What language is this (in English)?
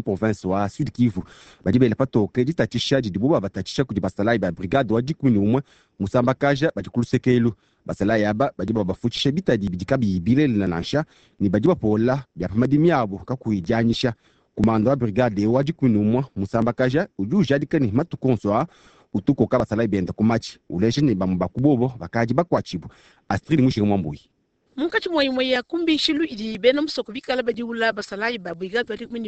Luba-Lulua